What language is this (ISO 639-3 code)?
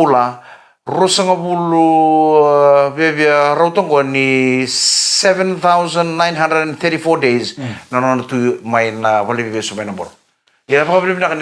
fij